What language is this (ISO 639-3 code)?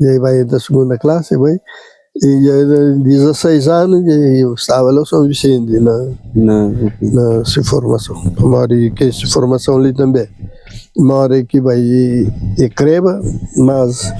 kea